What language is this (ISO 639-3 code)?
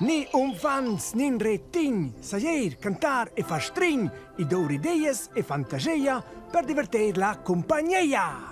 roh